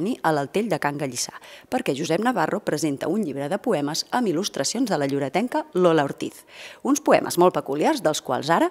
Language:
Catalan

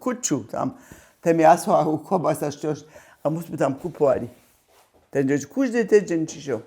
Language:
Upper Sorbian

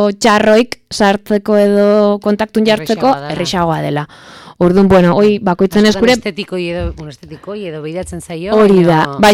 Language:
Basque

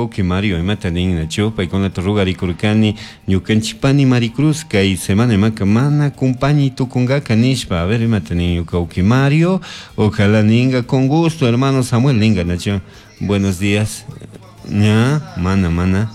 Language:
Chimborazo Highland Quichua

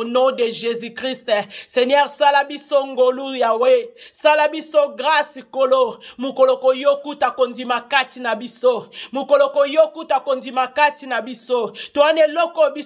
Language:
Lingala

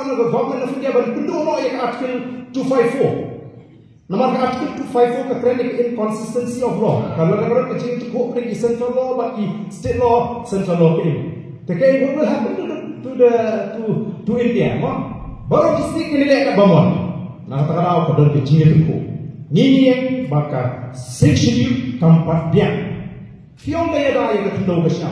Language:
Khasi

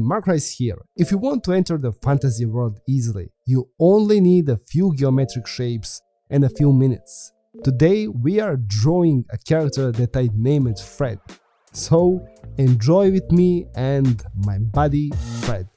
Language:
English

